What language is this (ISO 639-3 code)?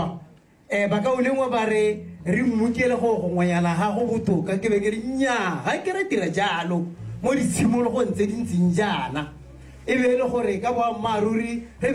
tsn